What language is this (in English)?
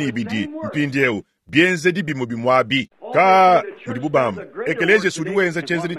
Luba-Lulua